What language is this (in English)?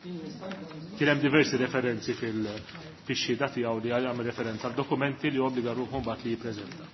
Maltese